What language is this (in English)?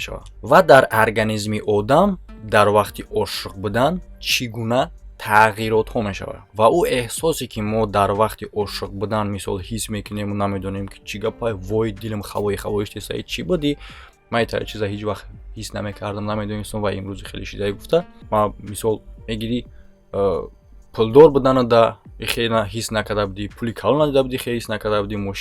Tajik